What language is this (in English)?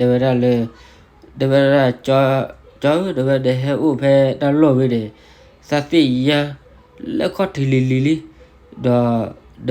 S'gaw Karen